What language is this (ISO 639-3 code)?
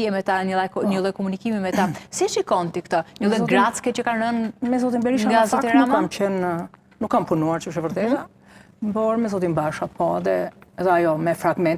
sqi